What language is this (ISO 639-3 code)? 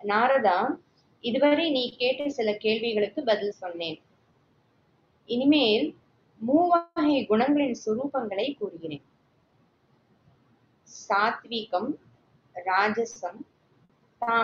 tam